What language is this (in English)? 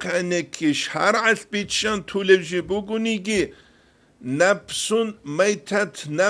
Avaric